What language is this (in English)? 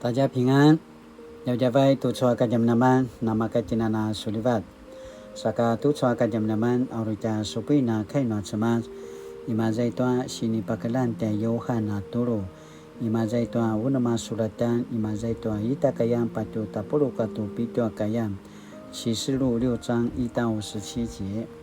Paiwan